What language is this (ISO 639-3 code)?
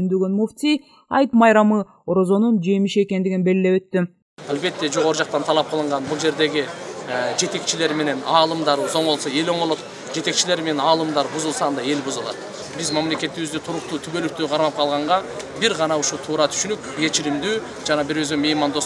kir